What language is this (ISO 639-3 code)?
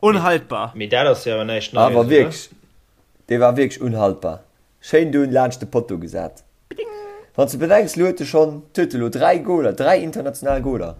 ltz